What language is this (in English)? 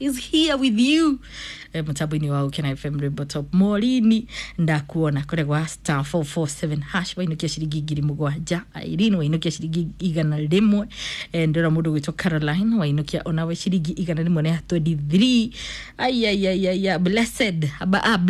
Kikuyu